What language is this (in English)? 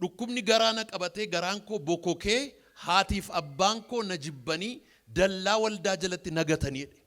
Oromo